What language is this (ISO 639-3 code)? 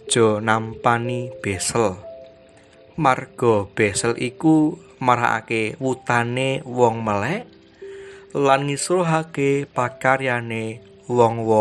jav